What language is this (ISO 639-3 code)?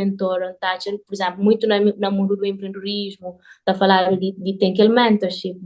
kea